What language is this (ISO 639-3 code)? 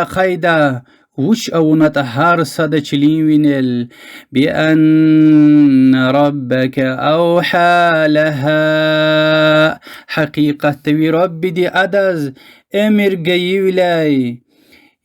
lez